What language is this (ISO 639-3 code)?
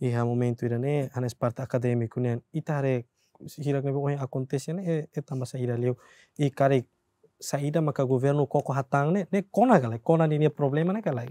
tet